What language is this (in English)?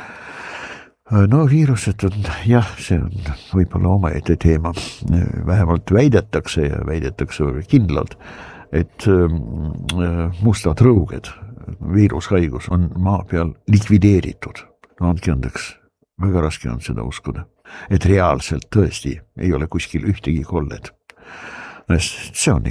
Estonian